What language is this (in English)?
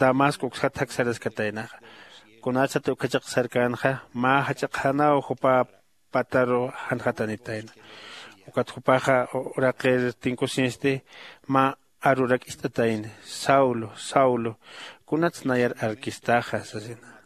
Aymara